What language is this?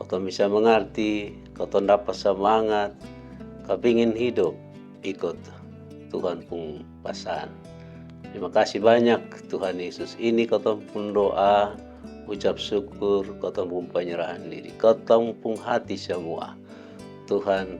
Kupang Malay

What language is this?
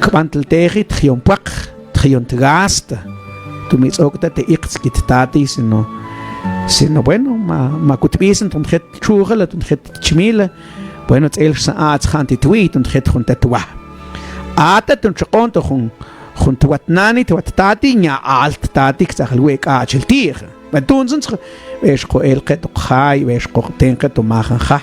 Mam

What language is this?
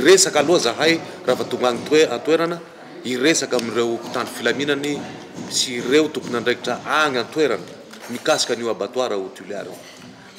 Malagasy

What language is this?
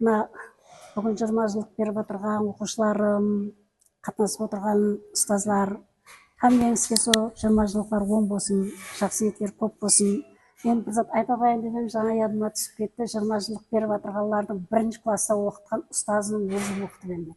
Kara-Kalpak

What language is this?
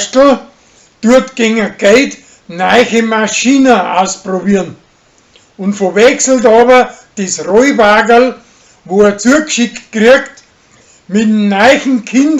Bavarian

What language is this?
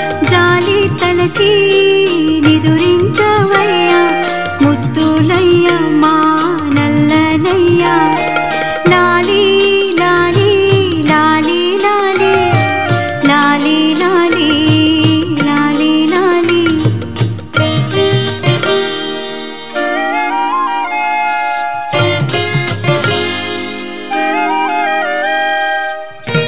Telugu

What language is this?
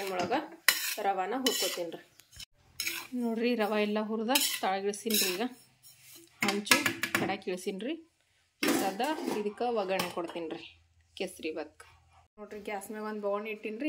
Kannada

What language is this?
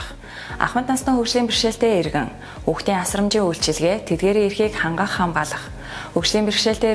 Mongolian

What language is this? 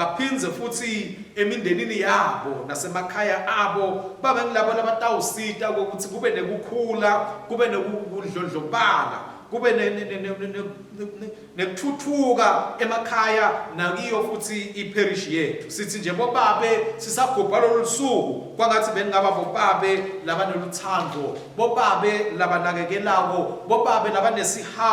Swati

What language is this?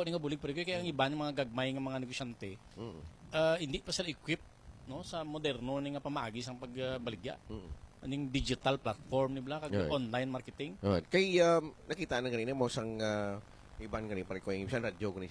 Hiligaynon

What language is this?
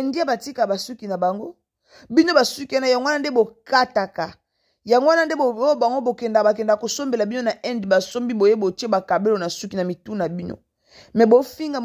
Lingala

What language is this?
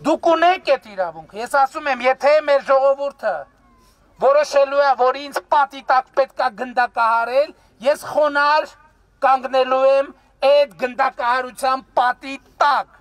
Armenian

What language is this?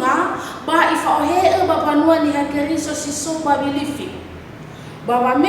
Nias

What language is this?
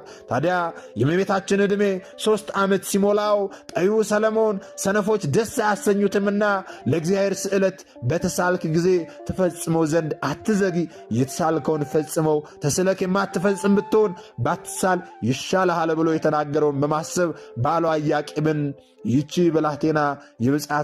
Amharic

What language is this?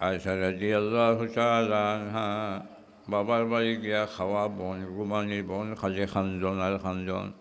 Sylheti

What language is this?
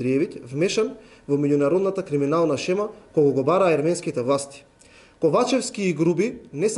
Macedonian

